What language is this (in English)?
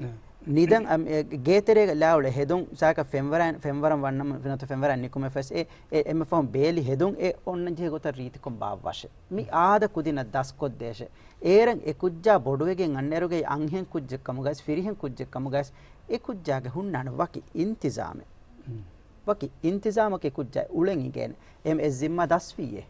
Divehi